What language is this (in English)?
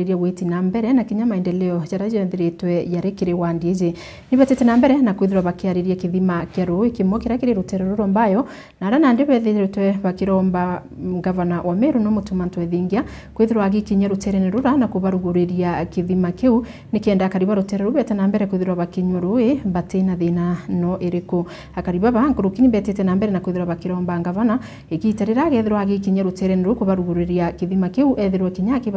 Meru